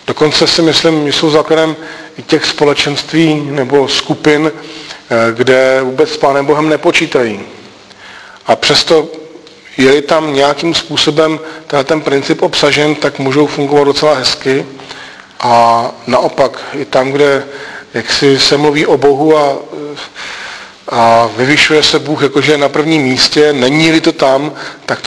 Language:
Czech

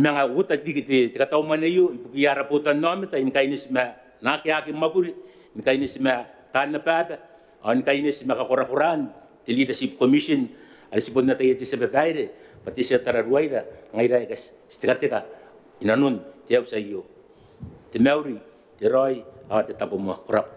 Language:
Gilbertese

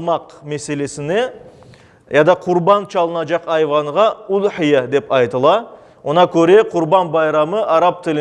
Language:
Crimean Tatar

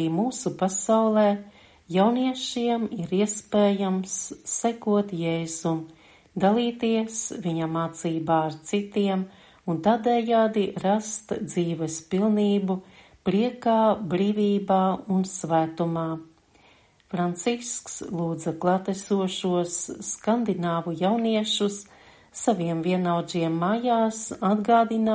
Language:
Latvian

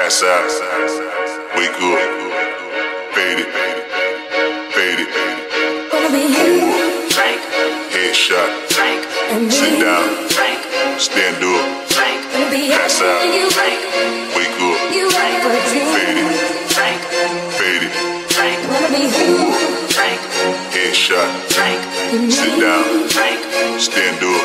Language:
English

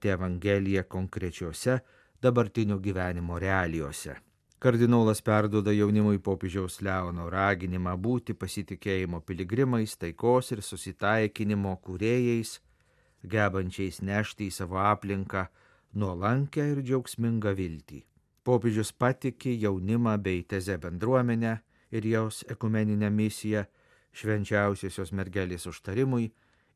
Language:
Lithuanian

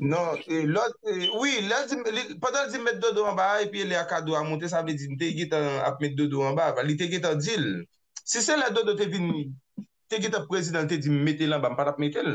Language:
Haitian Creole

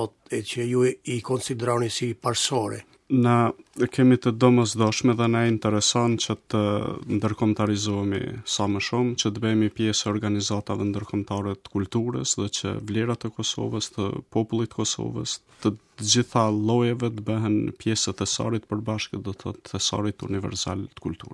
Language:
Albanian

